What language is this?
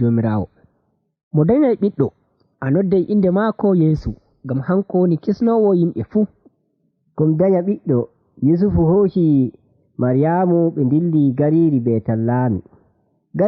Nigerian Fulfulde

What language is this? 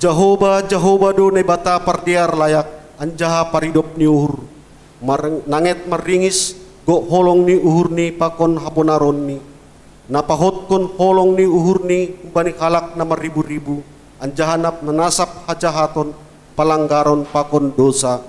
Batak Simalungun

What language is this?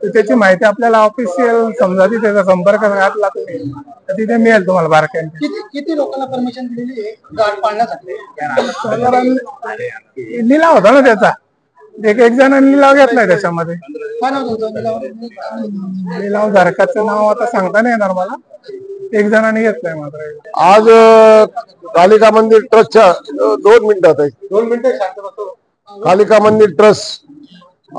Marathi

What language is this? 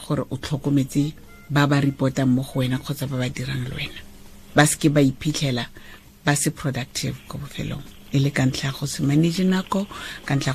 Tswana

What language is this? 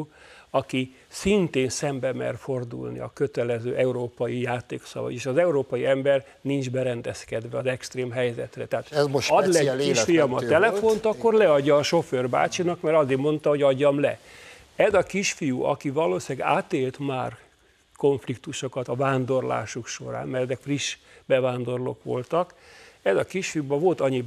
Hungarian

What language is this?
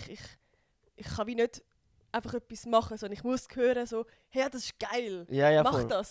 Swiss German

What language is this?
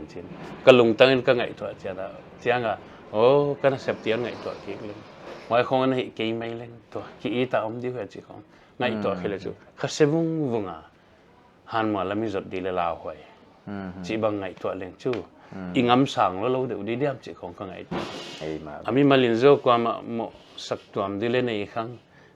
Paite Chin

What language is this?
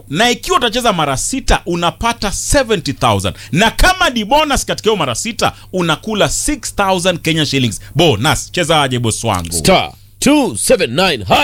Swahili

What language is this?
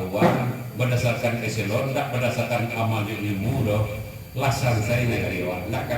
Minangkabau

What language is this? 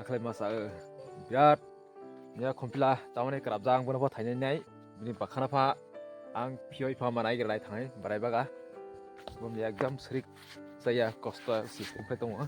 Kok Borok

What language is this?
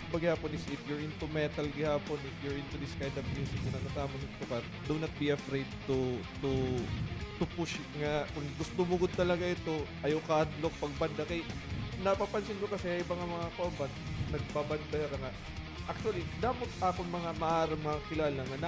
Waray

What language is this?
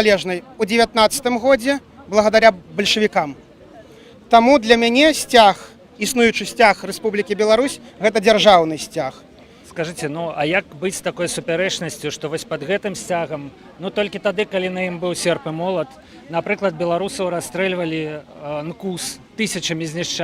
Belarusian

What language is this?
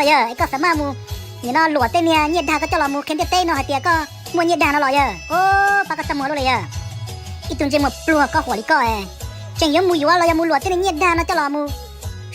Hmong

